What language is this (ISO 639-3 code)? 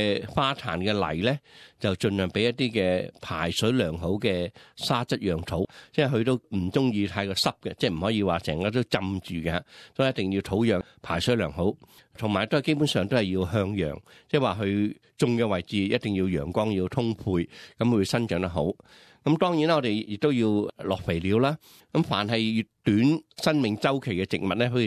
yue